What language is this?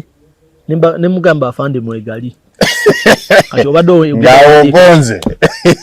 Ganda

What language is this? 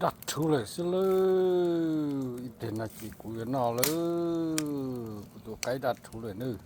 Hmong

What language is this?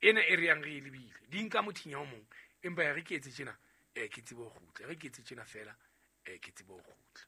Southern Sotho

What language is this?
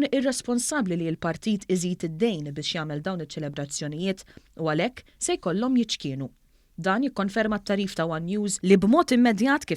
Maltese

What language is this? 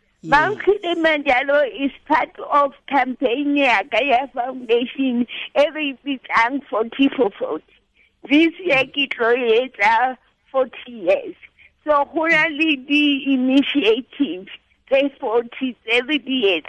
Tswana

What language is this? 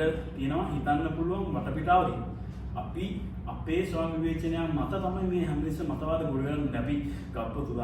Sinhala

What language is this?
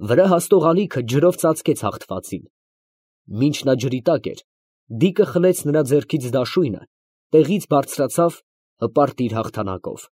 Armenian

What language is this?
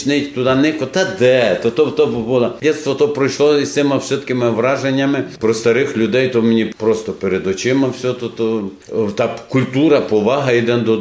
Rusyn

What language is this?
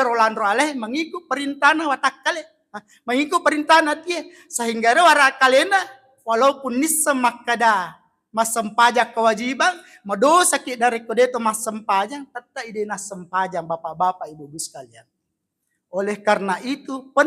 Buginese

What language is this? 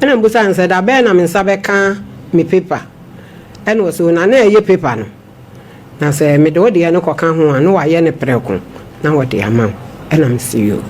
Akan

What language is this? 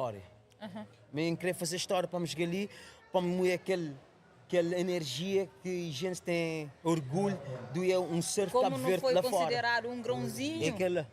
Kabuverdianu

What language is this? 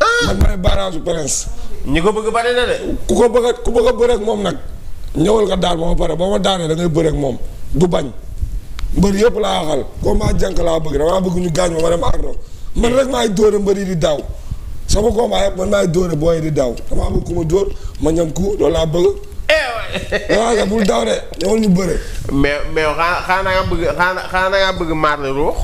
Wolof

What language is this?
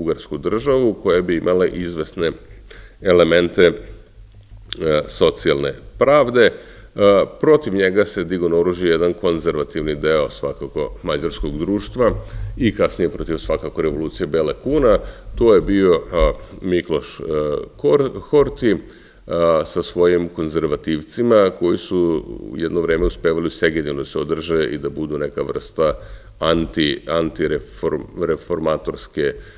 Serbian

